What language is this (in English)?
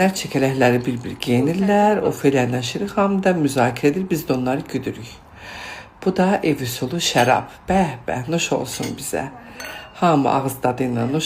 Azerbaijani